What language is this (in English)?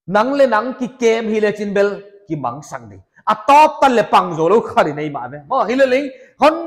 Paite Chin